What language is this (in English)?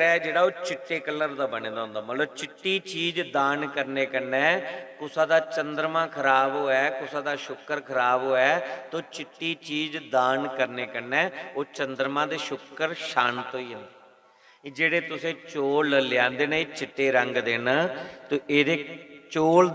Dogri